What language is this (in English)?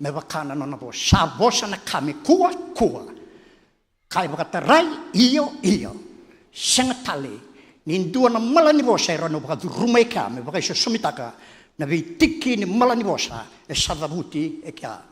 Fijian